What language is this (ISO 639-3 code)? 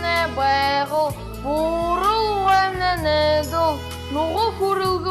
bua